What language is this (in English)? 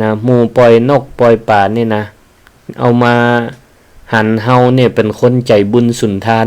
Northern Thai